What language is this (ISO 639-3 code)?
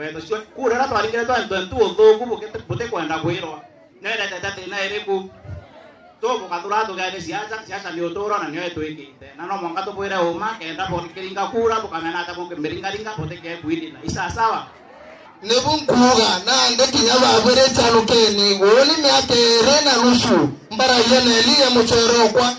mer